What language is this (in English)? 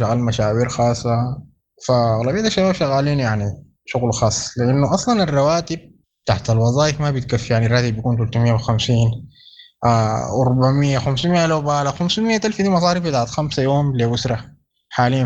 Sudanese Arabic